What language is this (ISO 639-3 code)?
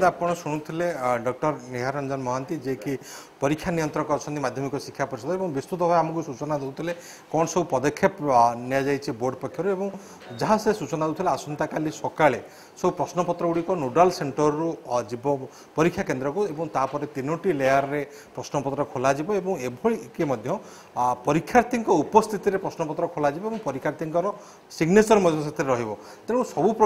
ori